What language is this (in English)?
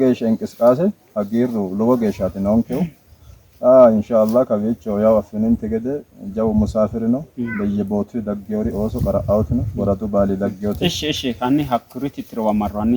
Sidamo